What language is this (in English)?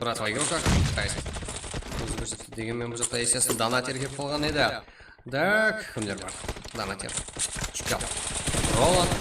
Kara-Kalpak